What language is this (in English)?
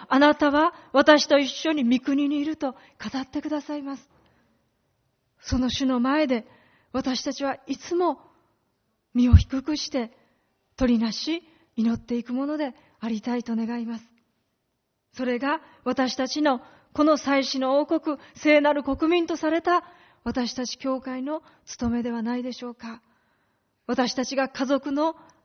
Japanese